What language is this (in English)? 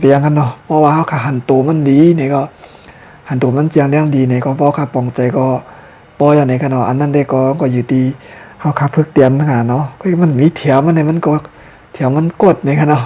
Shan